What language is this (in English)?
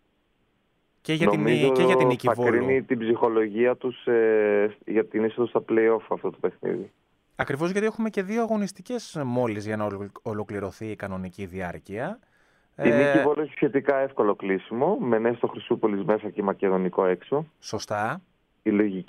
Greek